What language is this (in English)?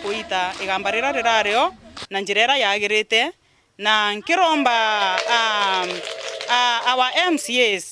Meru